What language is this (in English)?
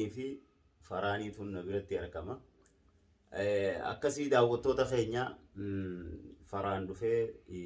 Oromo